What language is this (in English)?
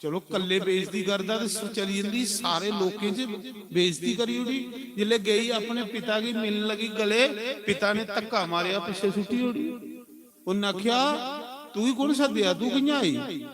Dogri